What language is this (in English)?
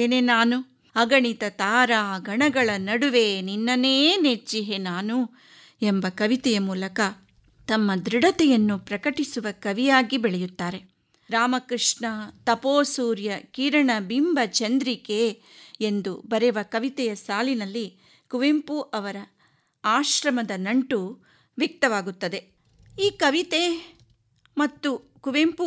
Kannada